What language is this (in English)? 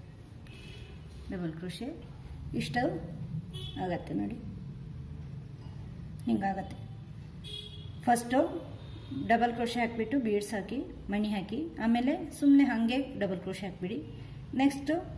Kannada